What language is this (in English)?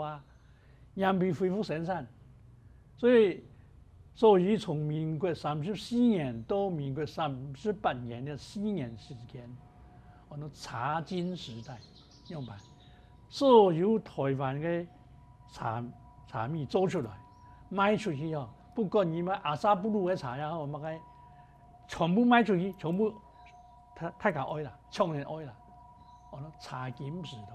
Hakka Chinese